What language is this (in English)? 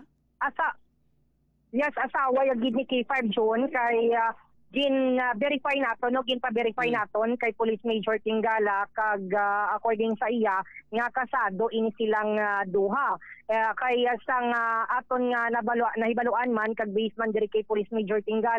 Hiligaynon